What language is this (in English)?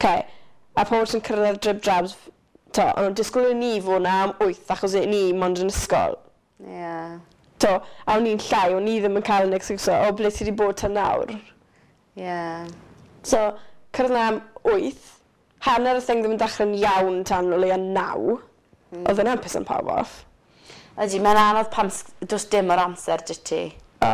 Welsh